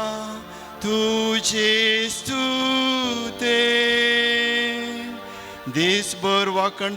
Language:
Konkani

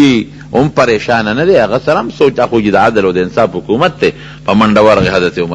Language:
Pashto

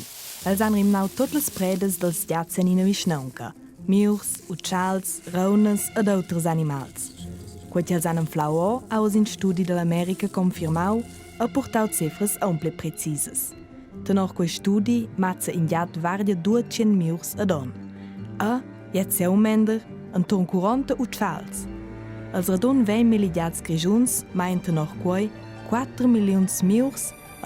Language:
Romansh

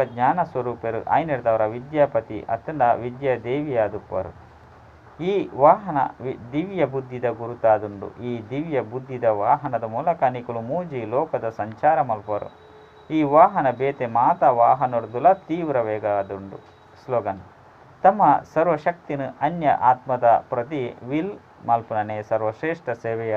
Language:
Tulu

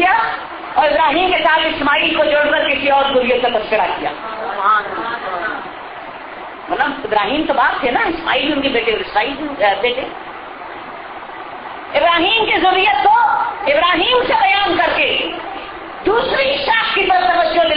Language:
Urdu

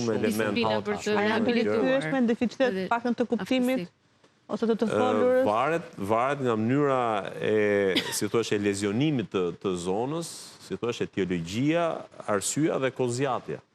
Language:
Albanian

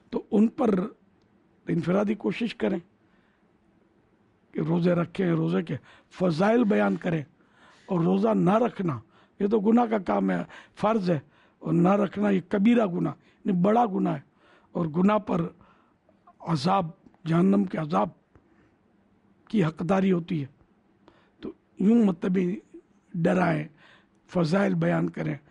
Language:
Urdu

